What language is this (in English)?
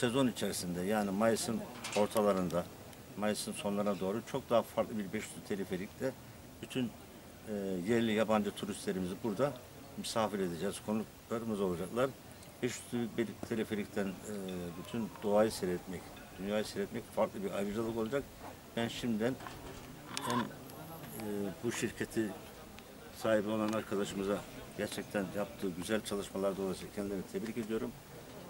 Turkish